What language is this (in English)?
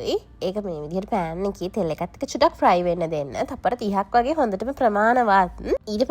Sinhala